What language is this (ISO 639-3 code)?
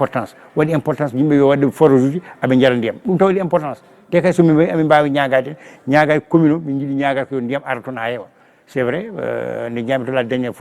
ful